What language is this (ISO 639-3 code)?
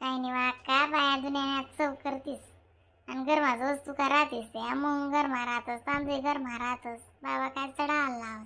khn